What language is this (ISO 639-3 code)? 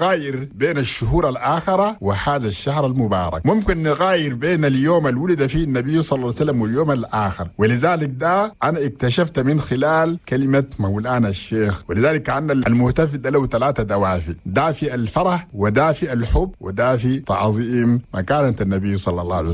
shu